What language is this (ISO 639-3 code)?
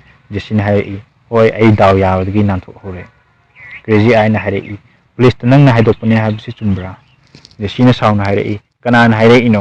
mni